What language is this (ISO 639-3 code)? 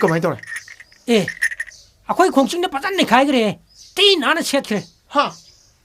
mni